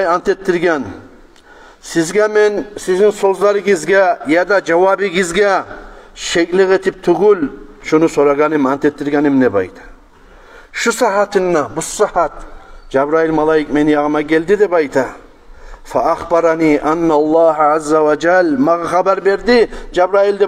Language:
Kumyk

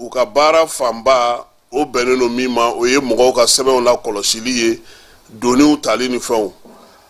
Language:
Bambara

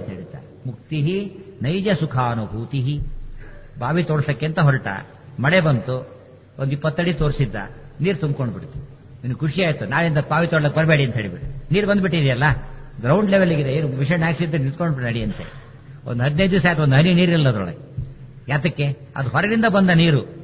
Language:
Kannada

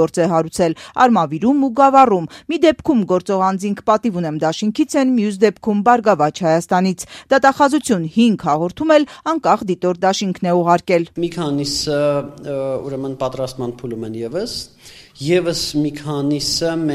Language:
Armenian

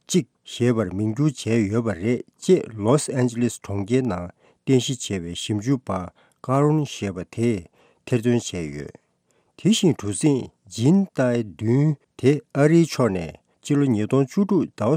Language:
Tibetan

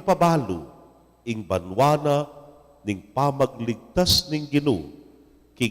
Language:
Pampanga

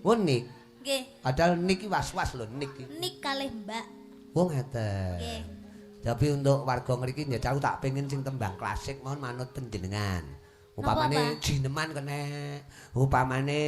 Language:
Javanese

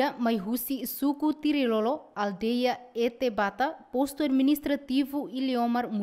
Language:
Tetum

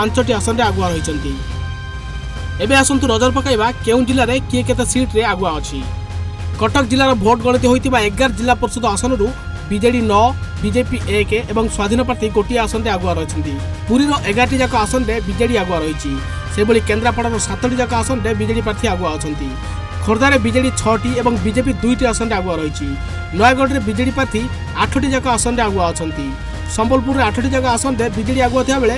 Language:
Odia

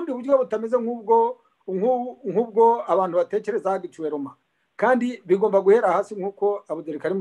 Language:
Kinyarwanda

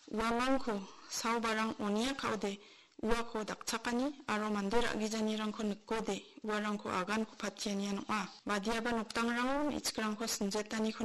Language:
Garo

